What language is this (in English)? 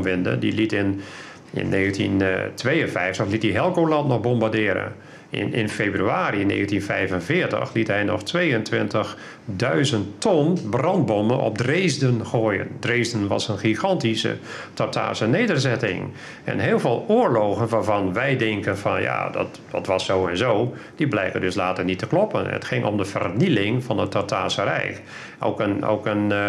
Dutch